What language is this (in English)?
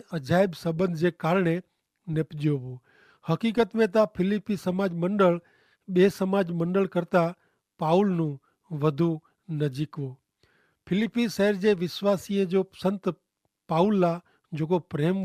Kachhi